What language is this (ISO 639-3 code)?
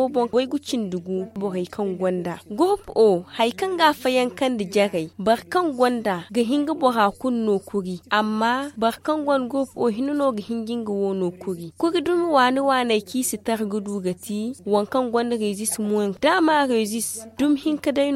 dje